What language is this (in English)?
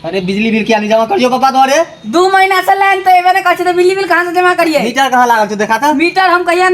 Maithili